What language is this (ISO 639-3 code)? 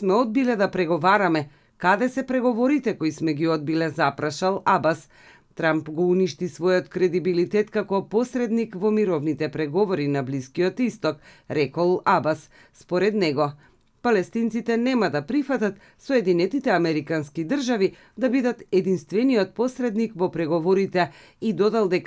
mkd